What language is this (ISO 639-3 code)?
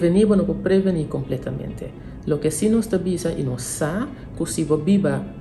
pap